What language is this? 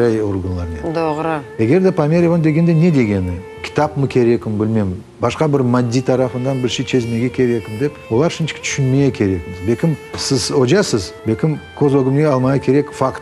Crimean Tatar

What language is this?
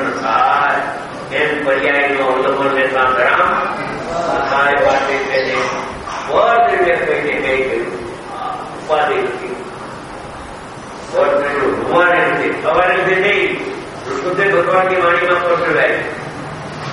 Gujarati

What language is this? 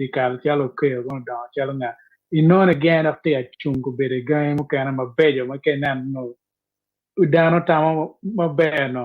Acoli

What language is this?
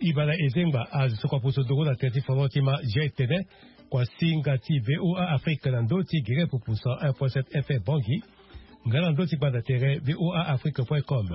Sango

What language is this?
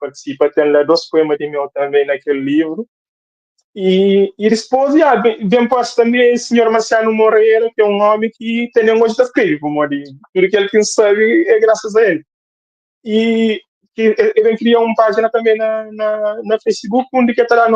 Kabuverdianu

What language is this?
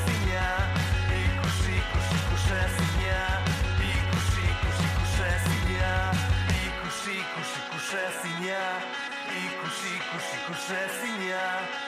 Basque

